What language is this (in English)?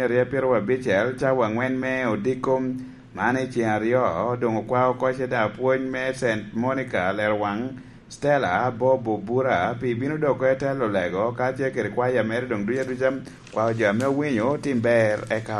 Lango (Uganda)